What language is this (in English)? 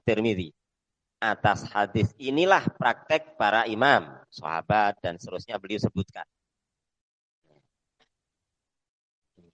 Indonesian